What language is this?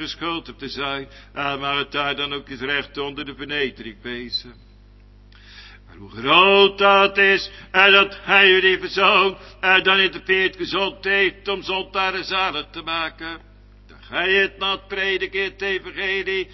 Dutch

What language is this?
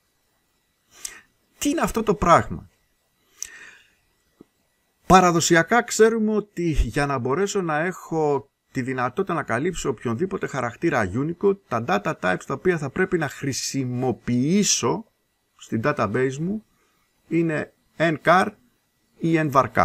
Greek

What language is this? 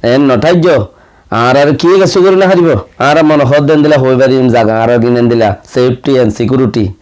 Rohingya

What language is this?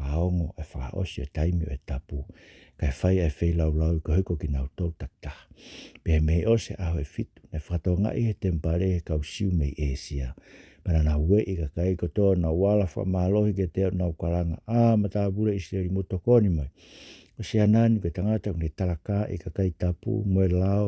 Tongan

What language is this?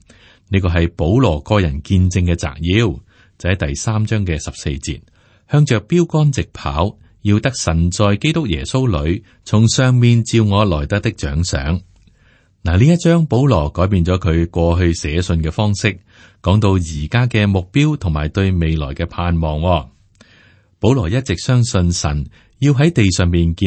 Cantonese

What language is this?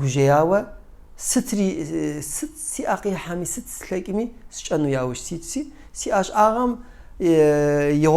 Kabardian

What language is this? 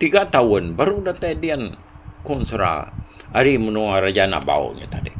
Iban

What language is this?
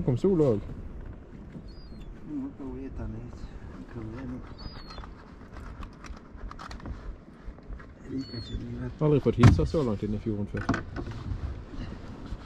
Norwegian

